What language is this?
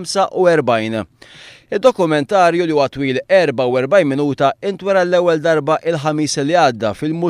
Maltese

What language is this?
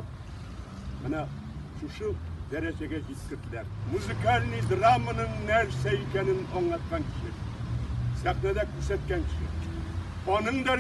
Tatar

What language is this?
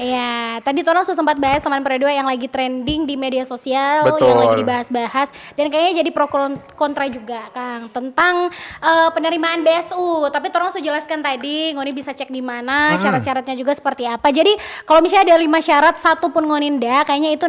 Manado Malay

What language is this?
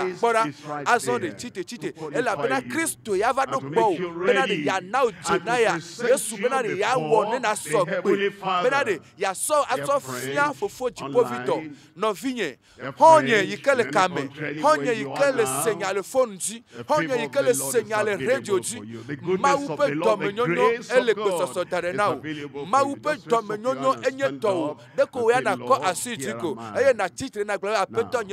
Ewe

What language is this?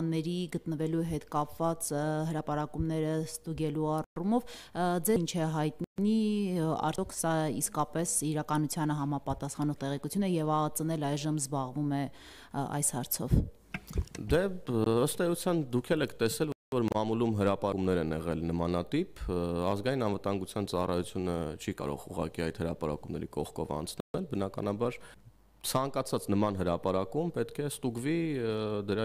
Armenian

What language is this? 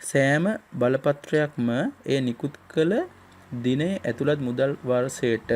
Sinhala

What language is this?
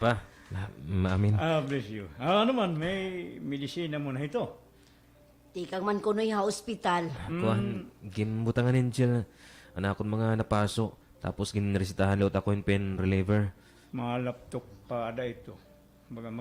Waray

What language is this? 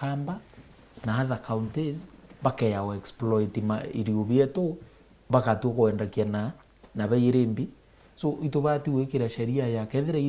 Meru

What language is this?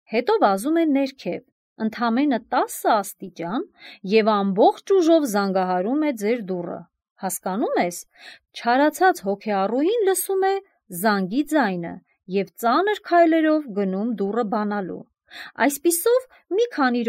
Armenian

